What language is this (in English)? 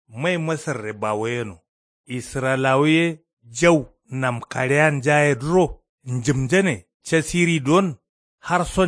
Kanuri